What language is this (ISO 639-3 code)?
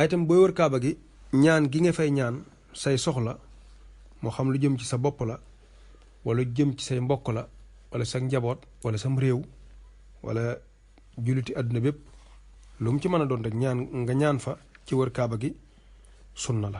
wol